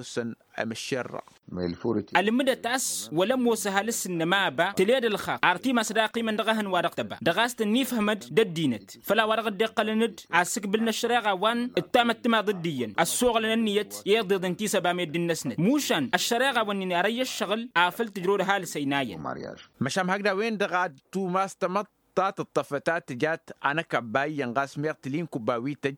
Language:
Tamasheq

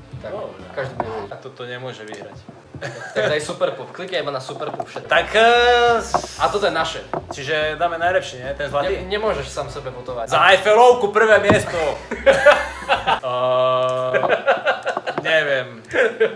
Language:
Slovak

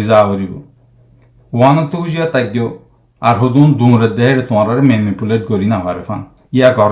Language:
Rohingya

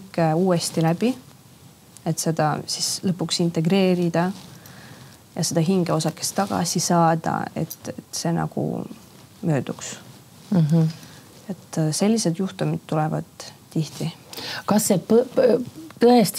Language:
Estonian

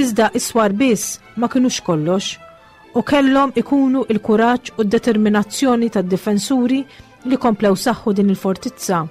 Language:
Maltese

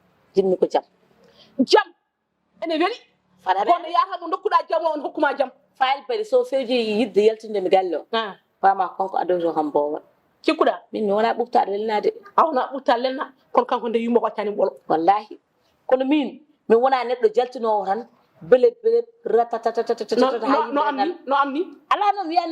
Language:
Fula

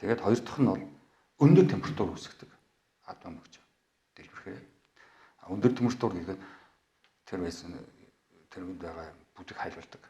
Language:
Mongolian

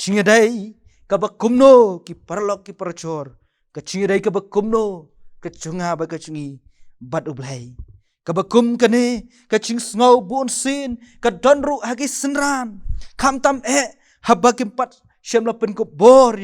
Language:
Khasi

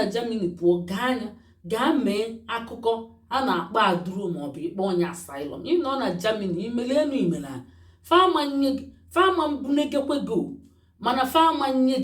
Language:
Igbo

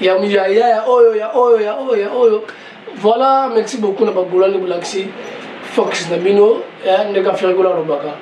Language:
Lingala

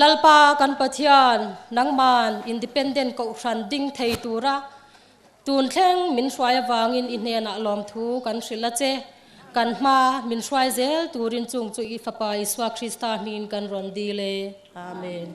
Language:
Hmar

